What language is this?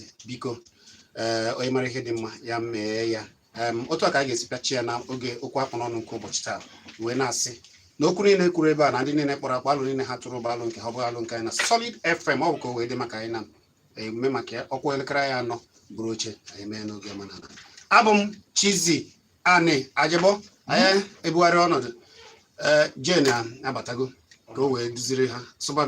Igbo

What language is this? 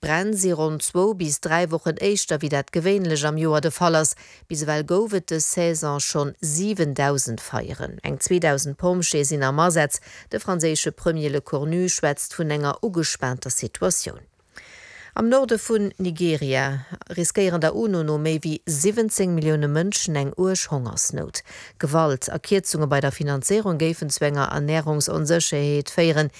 Luxembourgish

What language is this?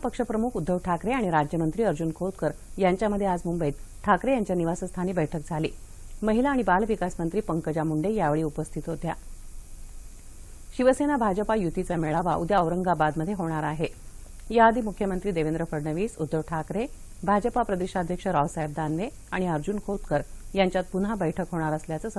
Marathi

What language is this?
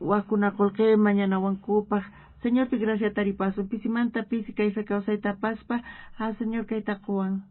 South Bolivian Quechua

